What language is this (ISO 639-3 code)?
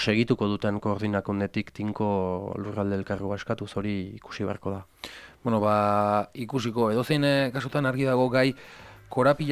eus